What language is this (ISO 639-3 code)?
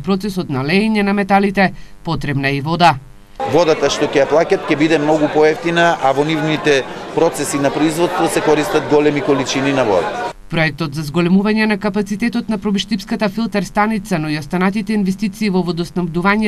mkd